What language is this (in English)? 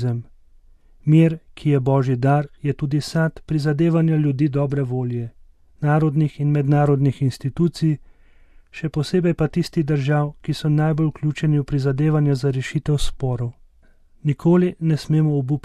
Slovenian